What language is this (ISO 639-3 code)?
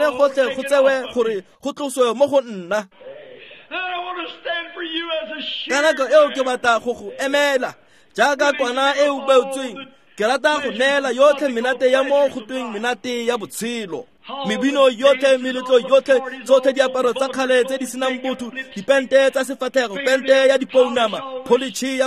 tsn